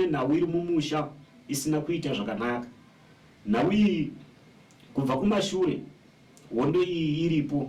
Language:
Shona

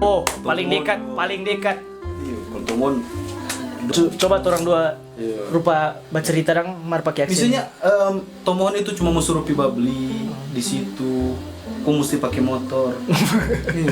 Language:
Manado Malay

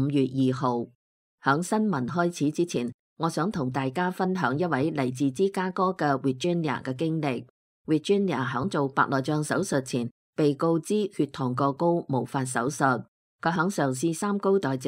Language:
Cantonese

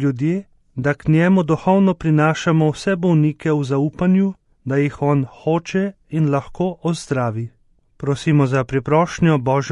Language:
Slovenian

